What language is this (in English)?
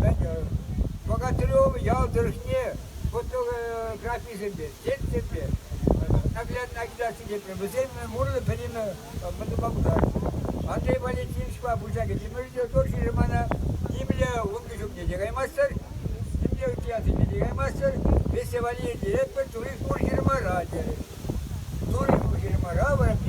Chuvash